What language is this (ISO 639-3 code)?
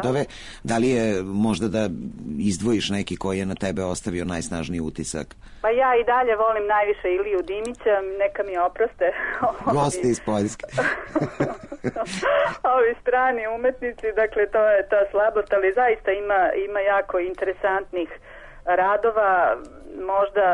srp